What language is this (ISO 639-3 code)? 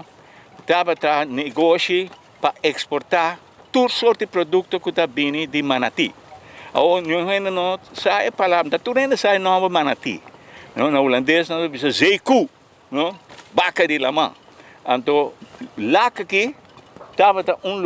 pap